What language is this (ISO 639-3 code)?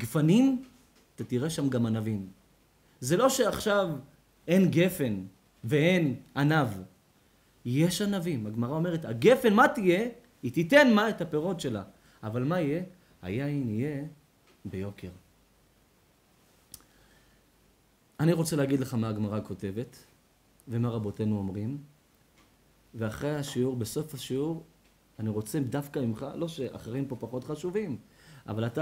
heb